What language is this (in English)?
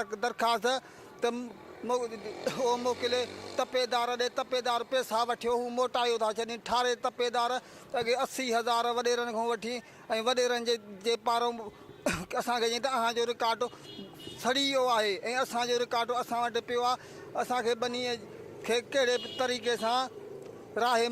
Sindhi